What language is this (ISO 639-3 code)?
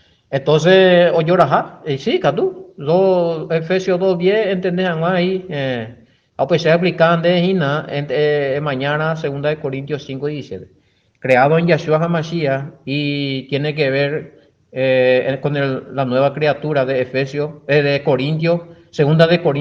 grn